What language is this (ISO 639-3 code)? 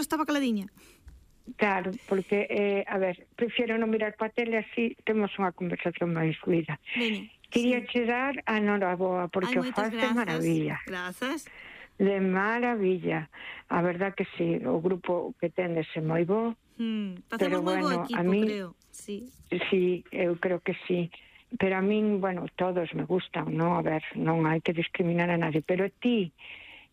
glg